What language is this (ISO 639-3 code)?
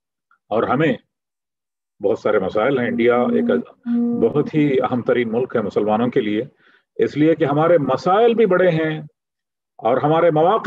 urd